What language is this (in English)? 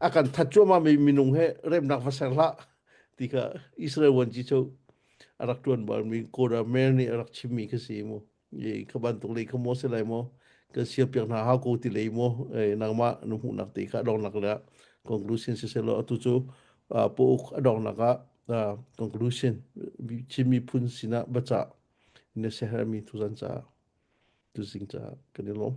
Hakha Chin